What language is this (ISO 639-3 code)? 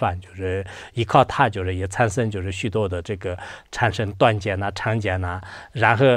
zho